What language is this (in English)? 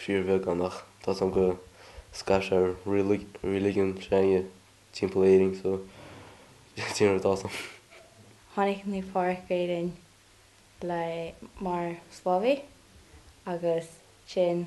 Irish